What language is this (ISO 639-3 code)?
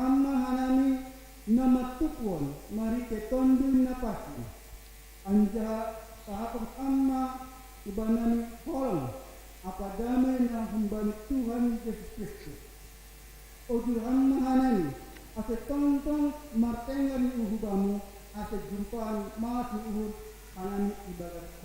bts